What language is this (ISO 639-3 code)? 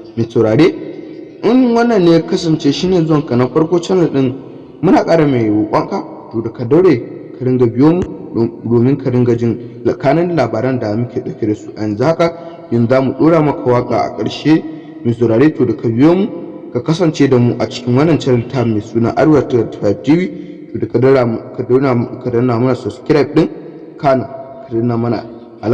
hau